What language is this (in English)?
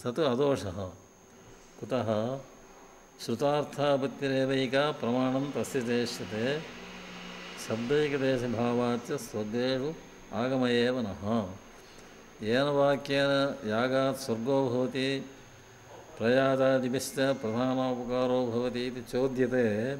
Sanskrit